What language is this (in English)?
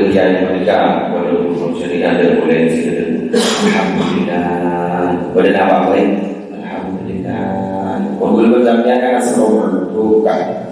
Madurese